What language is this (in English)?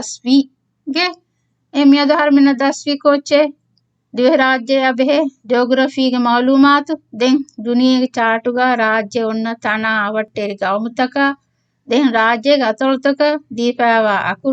Divehi